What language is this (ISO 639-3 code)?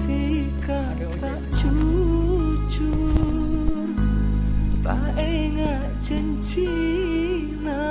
mad